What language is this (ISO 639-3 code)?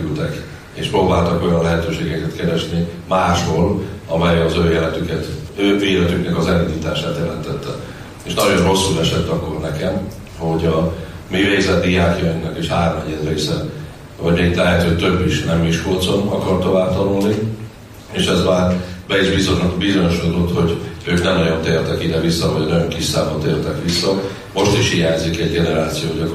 hun